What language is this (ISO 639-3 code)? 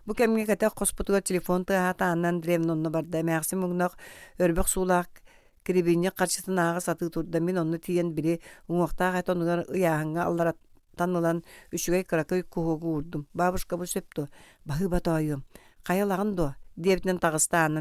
sah